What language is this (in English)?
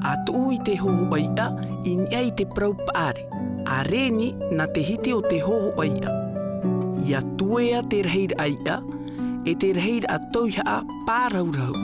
Tahitian